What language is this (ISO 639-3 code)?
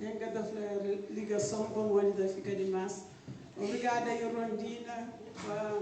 kea